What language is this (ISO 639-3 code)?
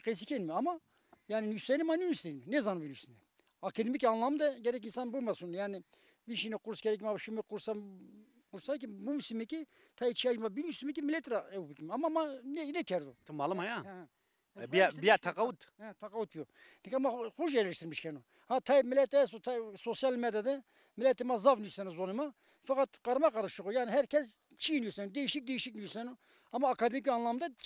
zza